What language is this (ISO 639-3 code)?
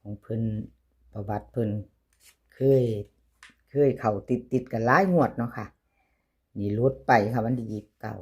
tts